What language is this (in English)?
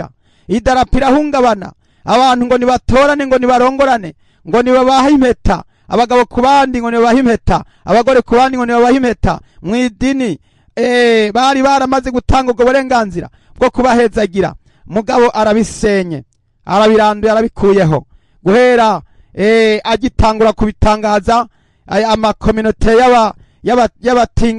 Rundi